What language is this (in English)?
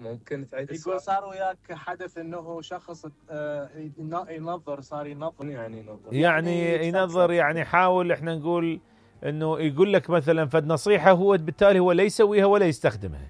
Mesopotamian Arabic